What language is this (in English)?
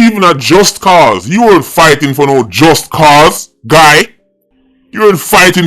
Jamaican Creole English